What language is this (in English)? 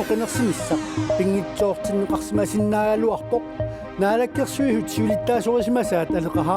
Kalaallisut